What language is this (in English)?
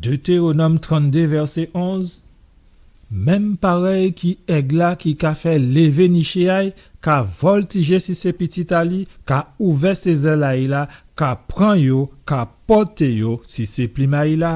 Guadeloupean Creole French